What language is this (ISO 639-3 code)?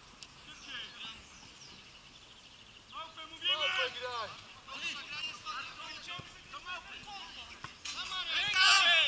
pol